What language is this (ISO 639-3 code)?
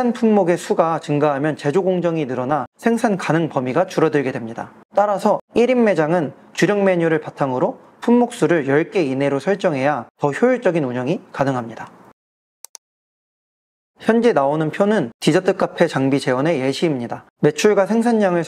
kor